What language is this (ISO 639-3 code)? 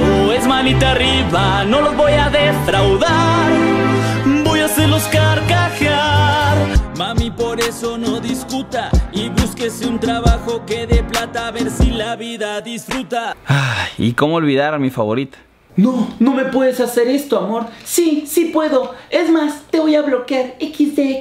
spa